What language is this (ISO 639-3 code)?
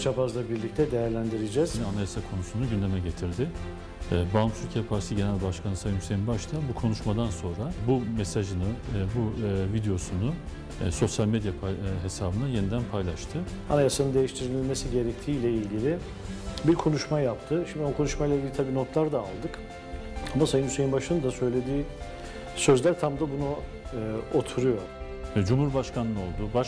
tur